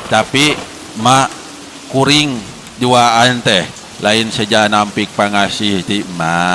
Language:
Sundanese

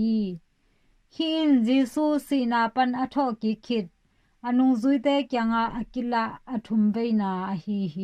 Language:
Tedim Chin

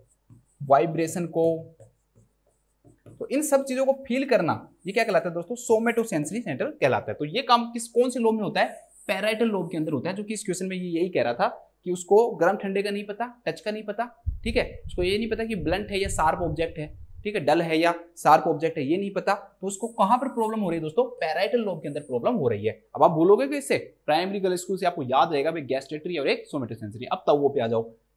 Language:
Hindi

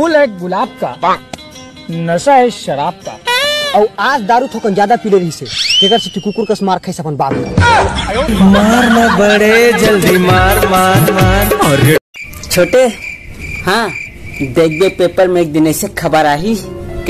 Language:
Chhattisgarhi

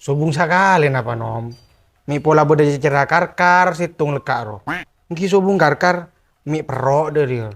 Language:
Madurese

